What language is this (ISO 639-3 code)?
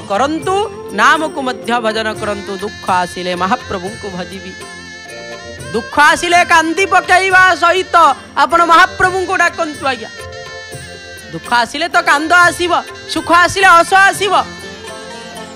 ori